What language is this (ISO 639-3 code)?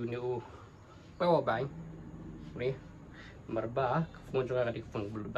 kha